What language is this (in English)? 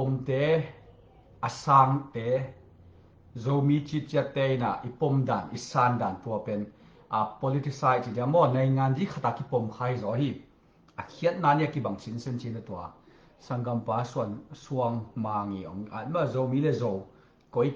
Tedim Chin